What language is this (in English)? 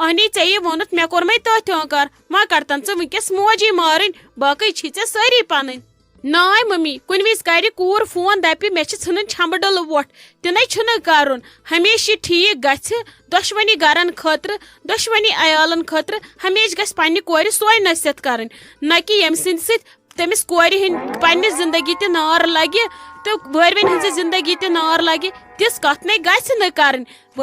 Kashmiri